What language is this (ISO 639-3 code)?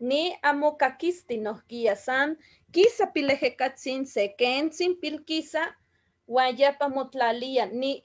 nhe